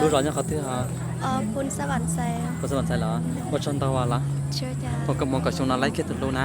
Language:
Hmong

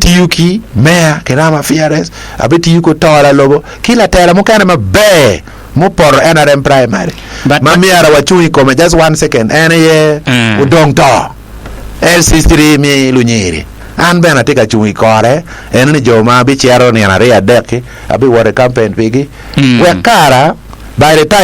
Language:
Acoli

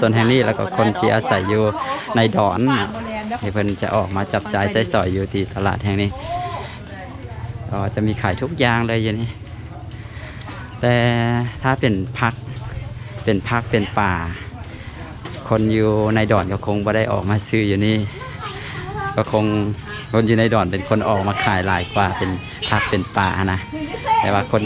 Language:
Thai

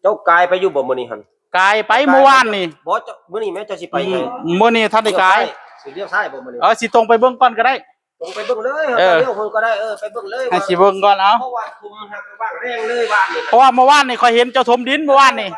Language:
Northeastern Thai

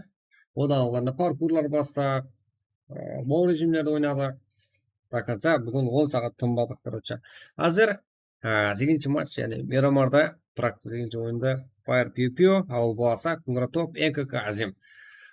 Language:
Kara-Kalpak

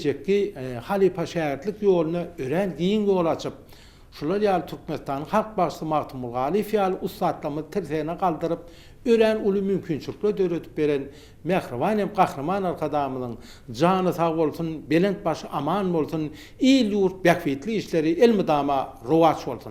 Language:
Turkmen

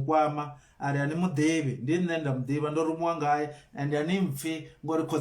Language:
Venda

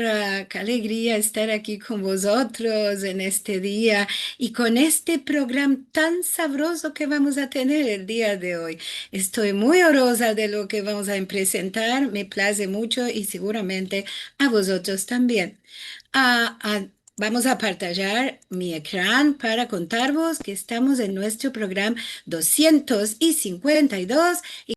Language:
Ladino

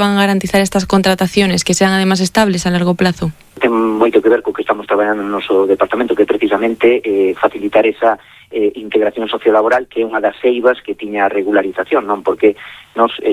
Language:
Galician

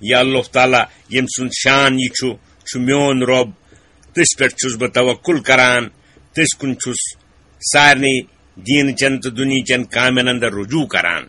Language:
Kashmiri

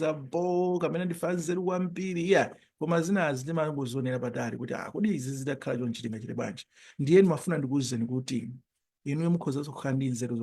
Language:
Nyanja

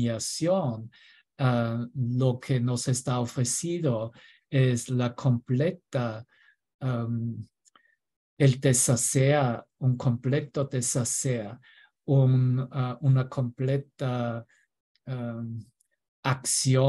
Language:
Spanish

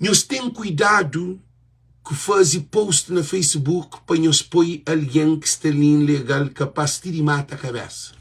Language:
Kabuverdianu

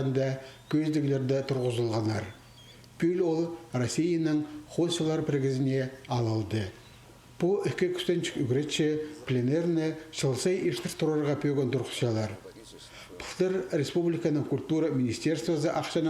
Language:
Khakas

